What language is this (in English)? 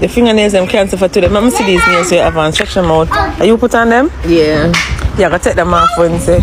Jamaican Creole English